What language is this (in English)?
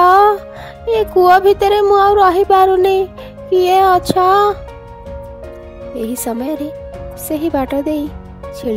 Odia